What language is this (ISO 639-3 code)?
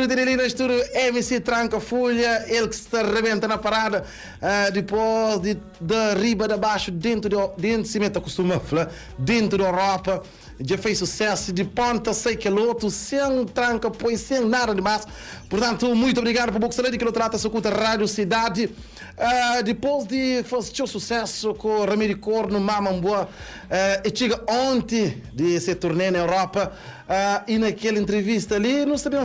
kea